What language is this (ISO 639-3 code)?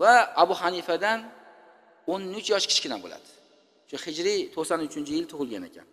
uzb